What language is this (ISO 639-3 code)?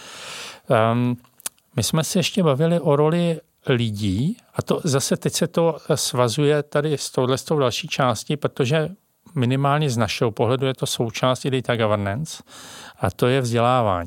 ces